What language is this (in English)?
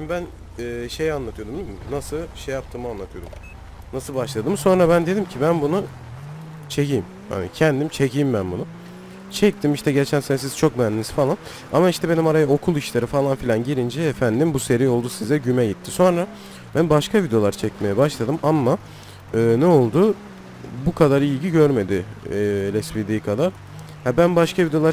Turkish